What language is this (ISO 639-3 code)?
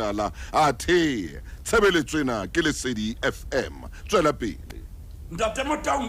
sot